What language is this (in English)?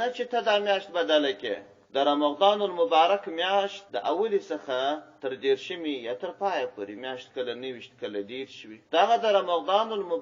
Pashto